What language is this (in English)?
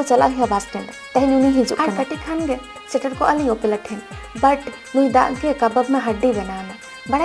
Santali